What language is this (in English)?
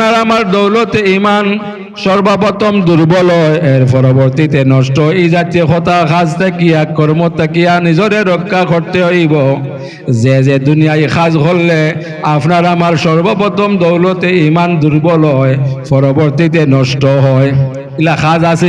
Sylheti